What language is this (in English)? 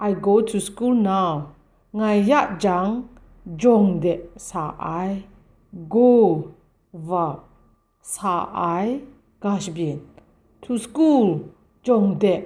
Kachin